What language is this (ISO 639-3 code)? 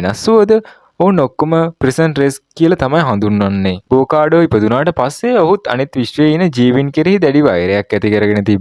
sin